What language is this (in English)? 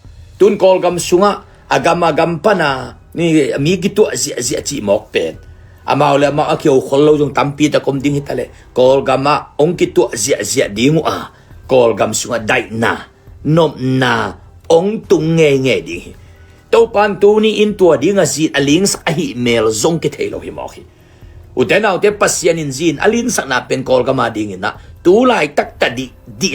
Tedim Chin